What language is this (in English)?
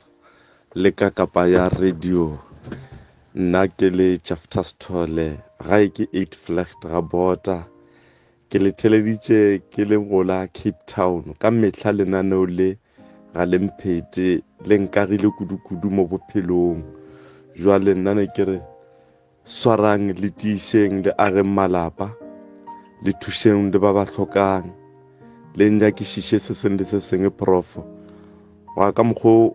Northern Sotho